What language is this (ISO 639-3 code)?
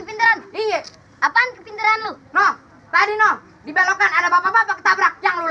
bew